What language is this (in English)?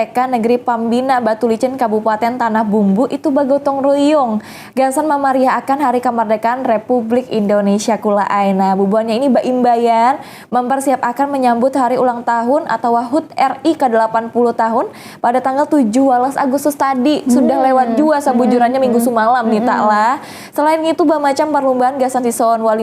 Banjar